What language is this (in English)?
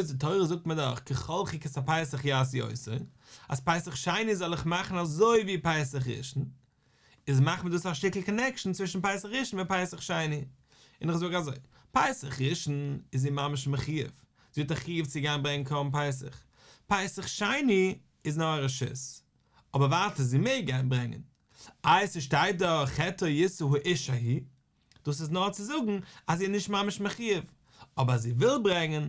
Yiddish